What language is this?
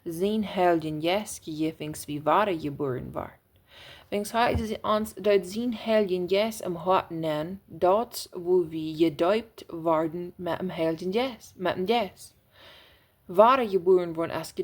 Plautdietsch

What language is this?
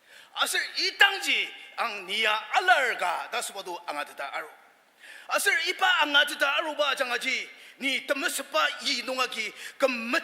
Ao Naga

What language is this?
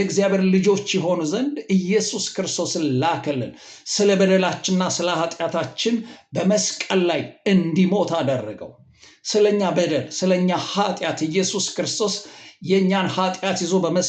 Amharic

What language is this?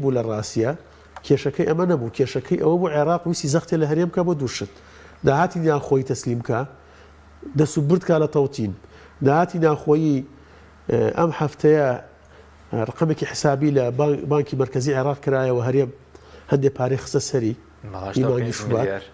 Central Kurdish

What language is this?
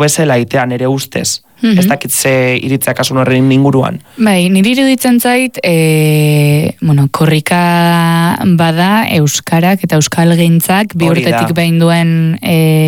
Basque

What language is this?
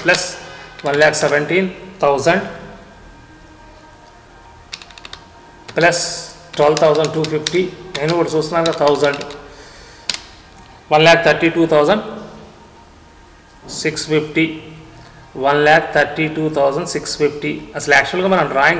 Telugu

